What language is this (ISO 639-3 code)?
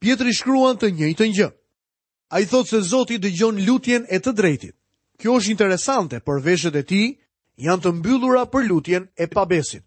sqi